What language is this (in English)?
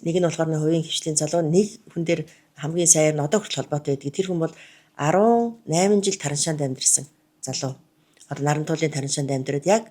Mongolian